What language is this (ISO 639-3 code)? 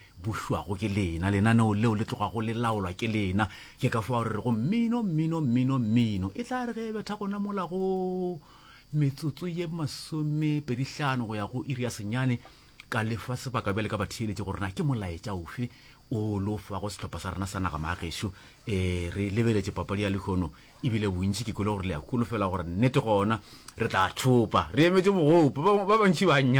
nso